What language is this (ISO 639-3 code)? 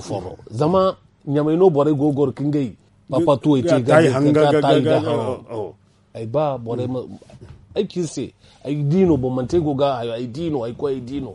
dje